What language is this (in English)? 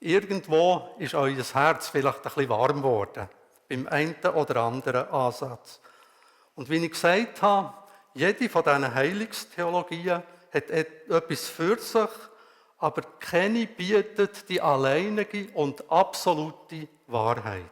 Swiss German